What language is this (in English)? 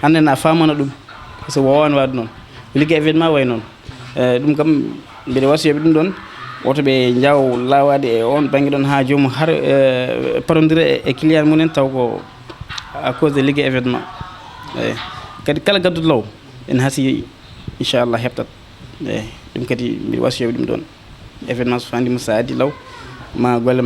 Fula